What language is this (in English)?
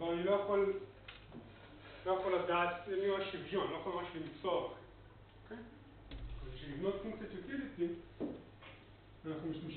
Hebrew